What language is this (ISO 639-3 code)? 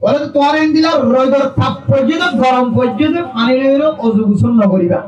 rhg